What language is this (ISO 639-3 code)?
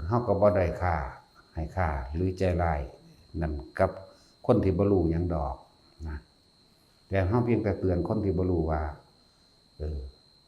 lao